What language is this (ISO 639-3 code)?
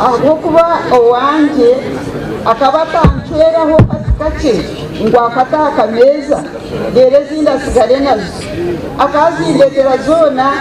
nyn